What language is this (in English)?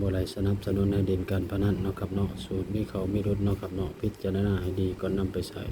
Northeastern Thai